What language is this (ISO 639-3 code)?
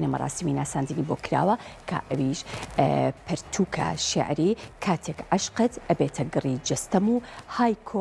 ckb